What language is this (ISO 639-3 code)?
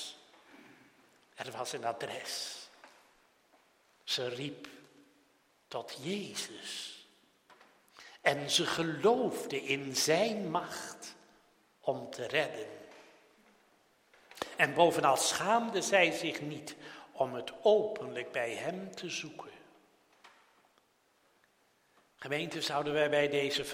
nld